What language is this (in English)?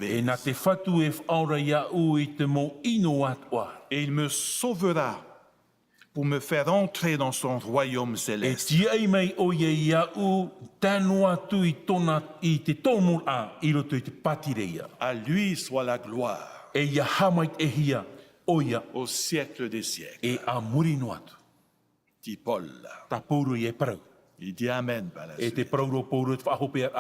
Tahitian